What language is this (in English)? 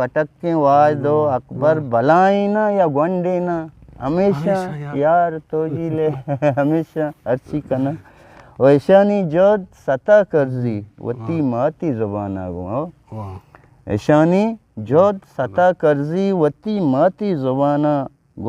Eastern Balochi